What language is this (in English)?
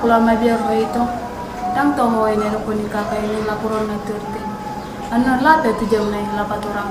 Batak Toba